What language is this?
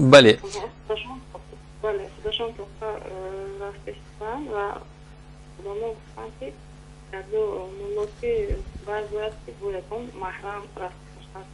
Persian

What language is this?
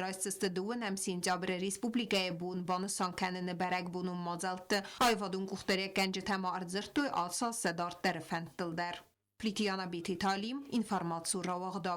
Ossetic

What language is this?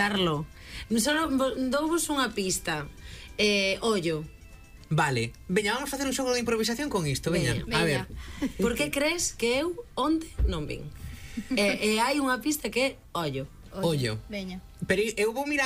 Galician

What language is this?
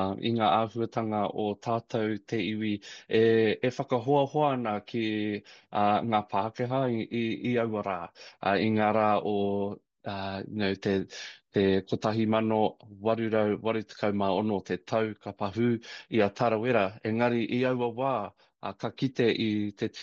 Māori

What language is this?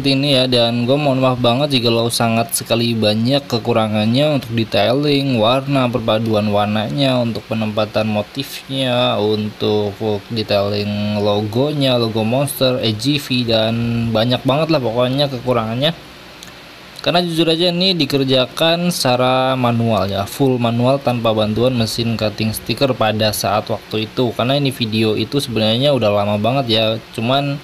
Indonesian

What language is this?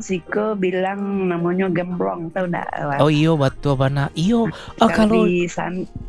Indonesian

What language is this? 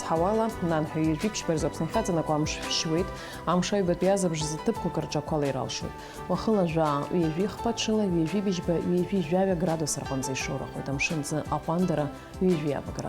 Abkhazian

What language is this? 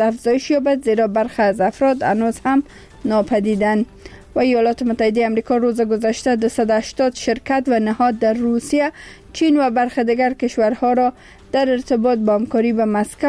Persian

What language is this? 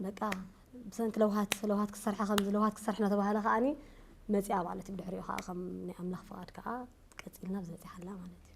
Tigrinya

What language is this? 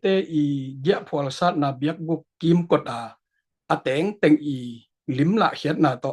Tedim Chin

